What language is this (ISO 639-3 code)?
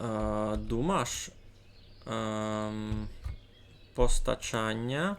rue